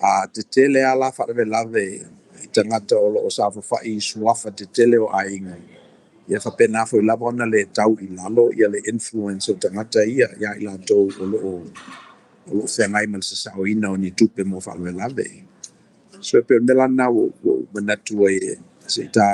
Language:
Samoan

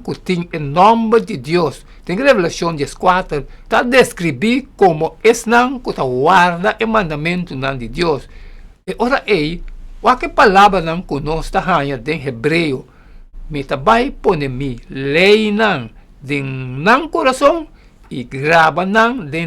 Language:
Papiamento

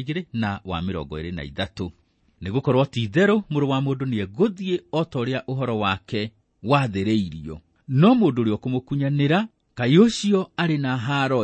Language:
Kikuyu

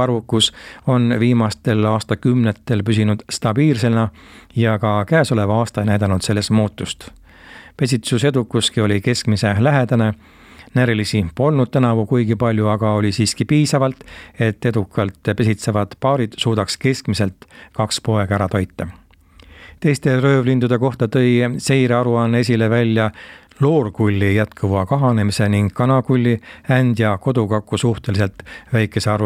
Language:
Estonian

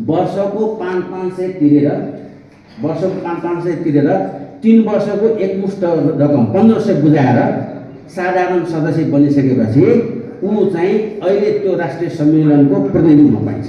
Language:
Nepali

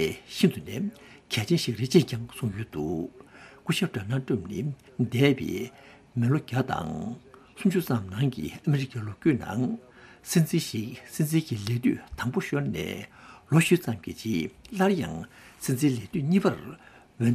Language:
Tibetan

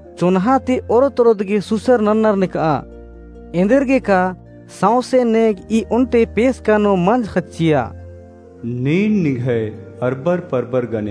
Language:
Kurukh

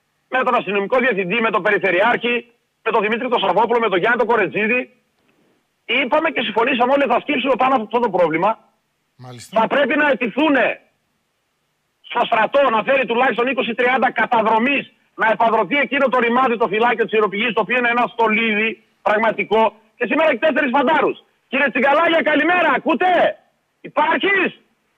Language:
Greek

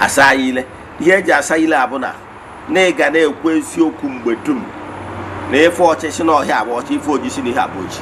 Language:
Igbo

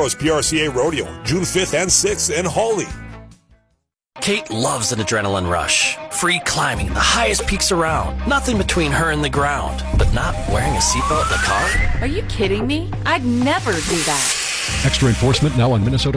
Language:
English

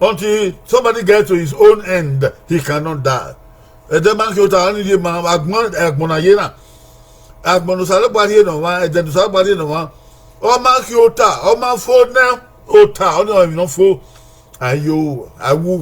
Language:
Bini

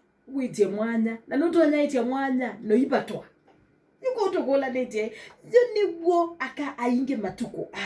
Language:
Kamba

